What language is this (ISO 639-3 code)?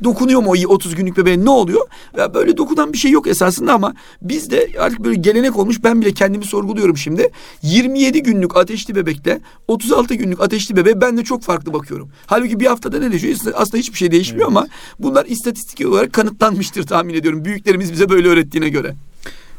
tur